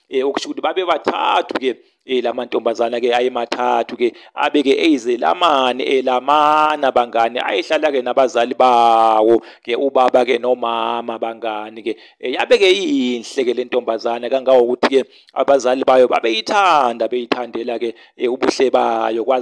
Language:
Zulu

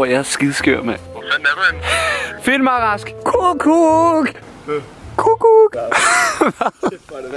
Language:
Danish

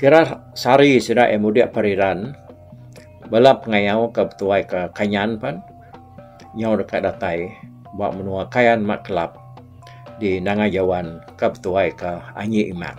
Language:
Iban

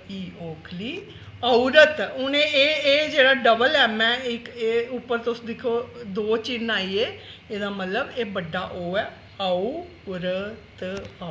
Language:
Dogri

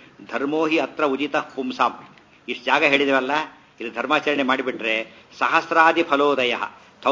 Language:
Kannada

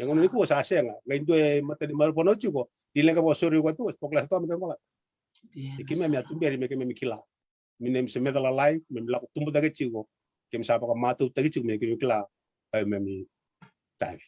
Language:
Fijian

